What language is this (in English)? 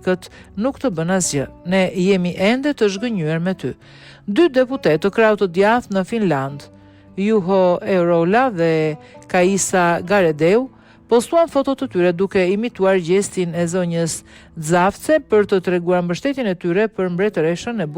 Albanian